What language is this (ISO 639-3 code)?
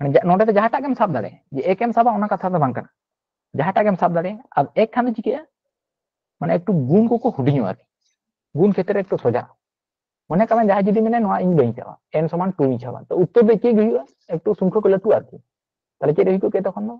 sat